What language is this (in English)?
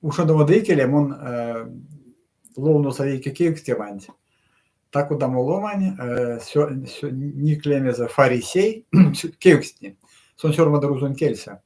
Erzya